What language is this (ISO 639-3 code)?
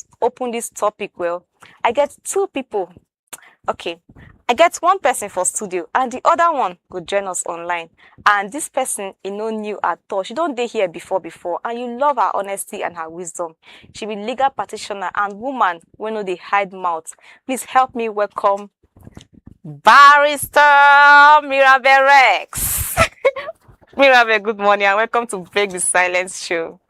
pcm